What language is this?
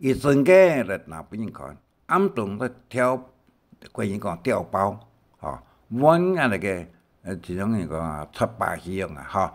Hakka Chinese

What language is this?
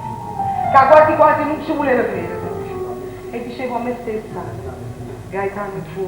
Neapolitan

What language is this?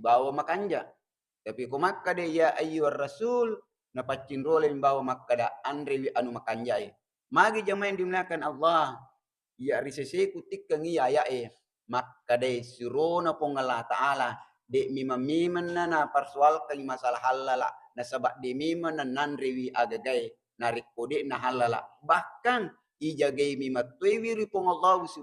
Buginese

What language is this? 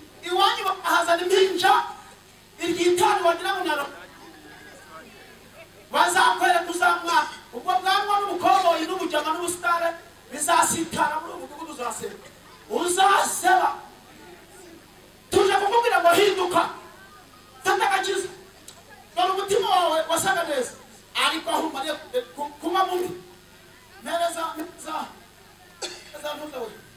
Kinyarwanda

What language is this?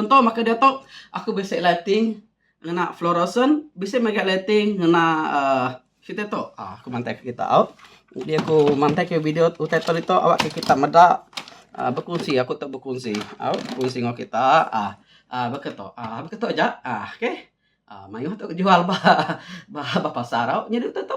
Iban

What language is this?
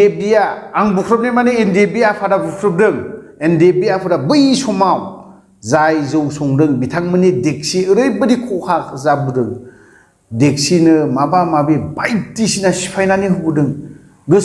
Bodo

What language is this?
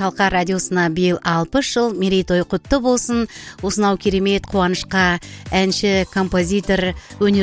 Kazakh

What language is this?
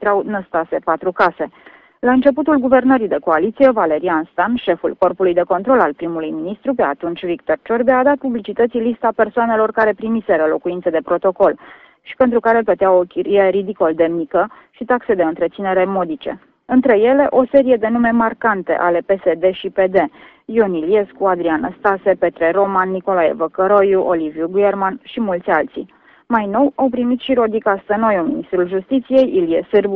Romanian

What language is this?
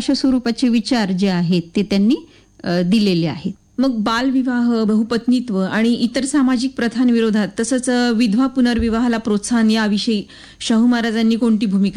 Marathi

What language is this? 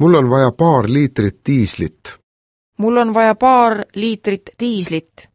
Estonian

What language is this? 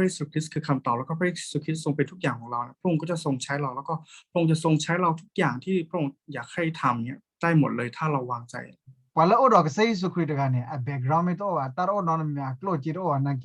S'gaw Karen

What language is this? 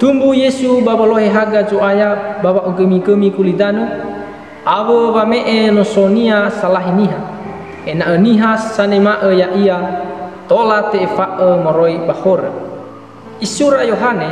Nias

